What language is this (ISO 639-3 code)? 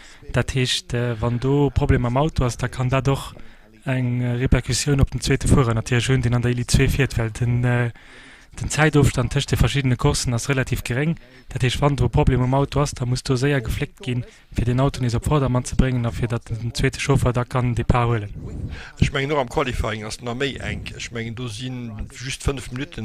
ltz